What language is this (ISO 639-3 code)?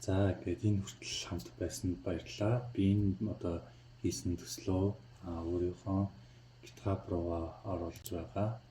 mon